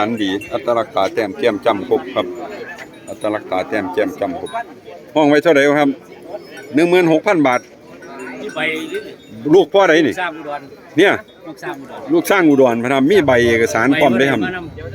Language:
Northeastern Thai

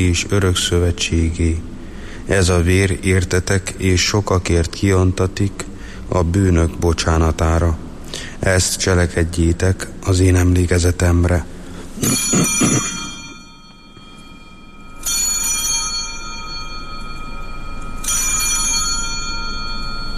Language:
Hungarian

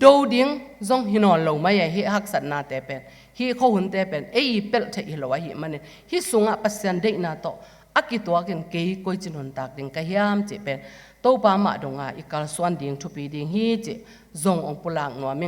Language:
Tedim Chin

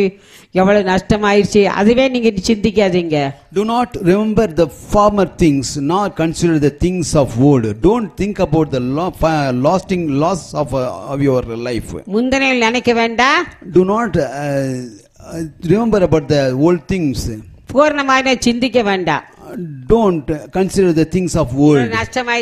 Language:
Tamil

